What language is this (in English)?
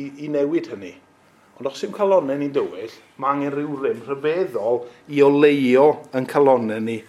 Welsh